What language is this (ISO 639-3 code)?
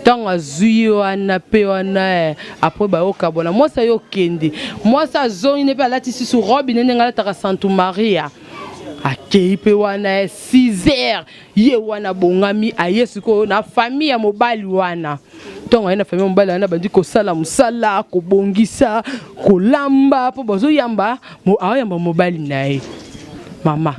lin